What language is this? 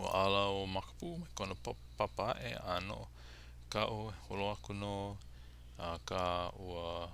Hawaiian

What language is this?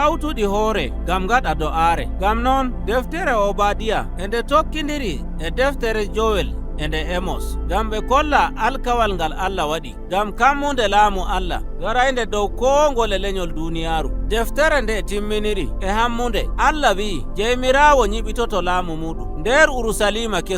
Nigerian Fulfulde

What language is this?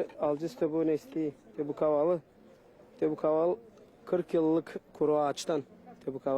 Gagauz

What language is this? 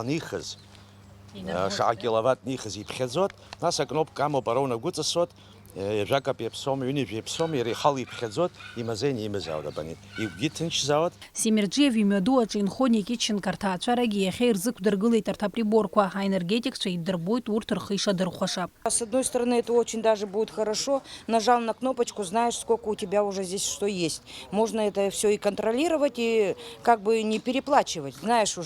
Abkhazian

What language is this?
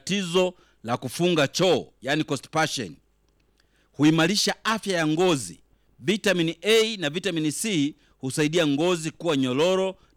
Swahili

